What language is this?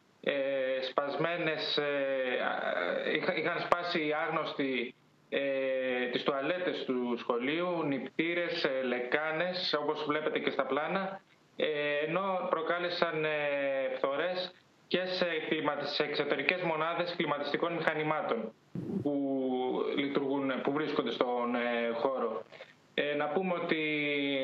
Greek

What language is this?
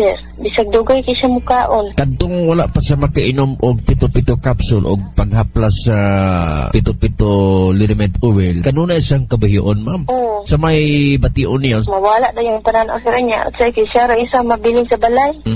Cebuano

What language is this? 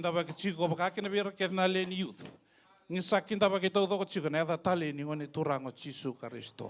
Fijian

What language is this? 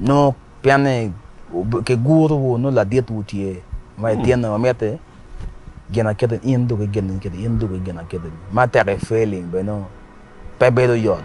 Acoli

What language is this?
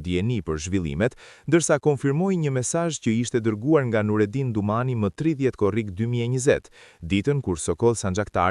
Albanian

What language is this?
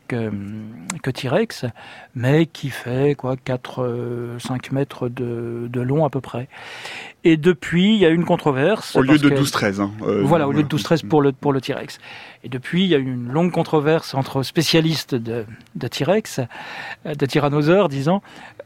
French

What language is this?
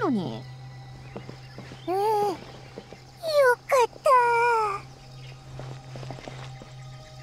Japanese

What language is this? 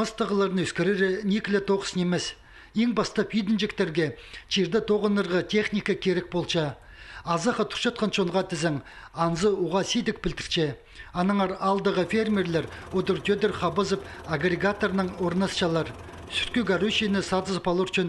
Khakas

